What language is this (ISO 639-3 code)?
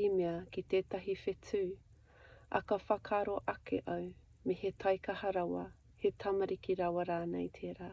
mri